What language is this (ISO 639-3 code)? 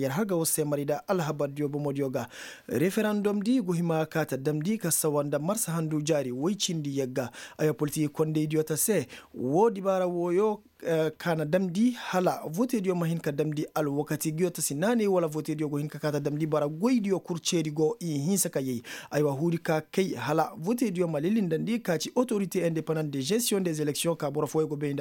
ses